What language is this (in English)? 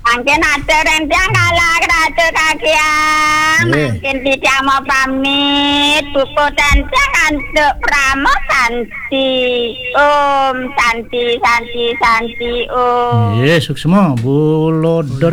Balinese